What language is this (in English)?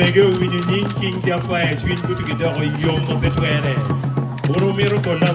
Acoli